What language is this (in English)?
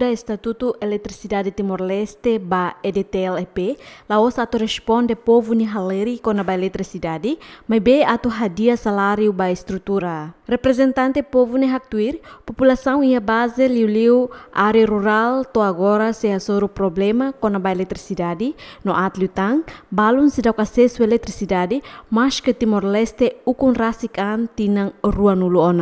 Tetum